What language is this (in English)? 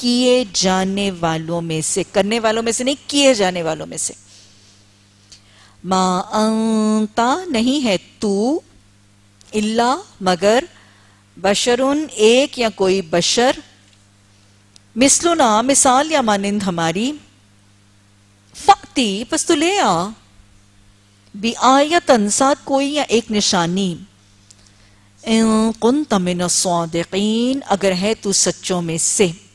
Urdu